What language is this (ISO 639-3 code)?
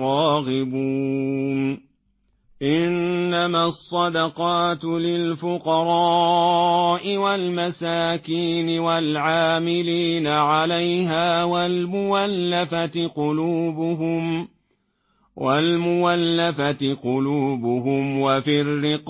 ara